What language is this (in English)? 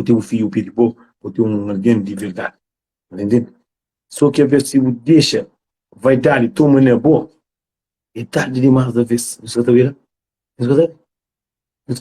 Kabuverdianu